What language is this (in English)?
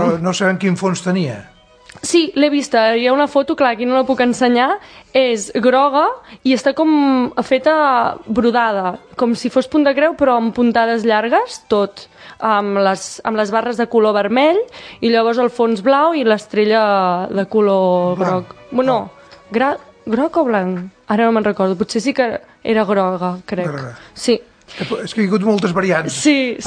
Catalan